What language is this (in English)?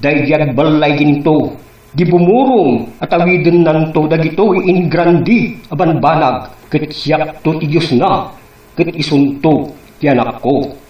Iloko